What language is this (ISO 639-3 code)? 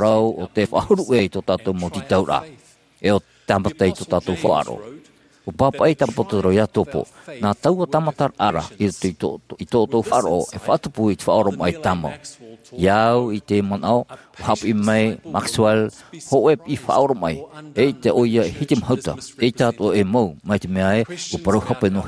tah